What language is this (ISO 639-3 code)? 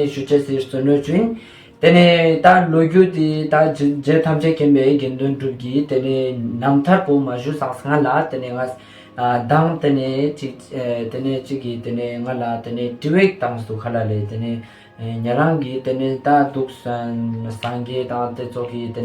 lbj